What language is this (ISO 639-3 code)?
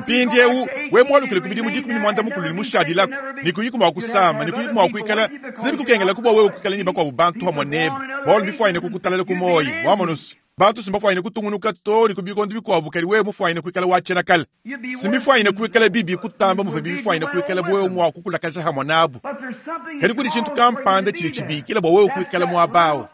lua